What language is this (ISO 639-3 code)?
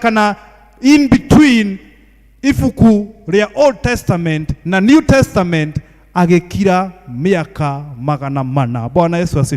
kik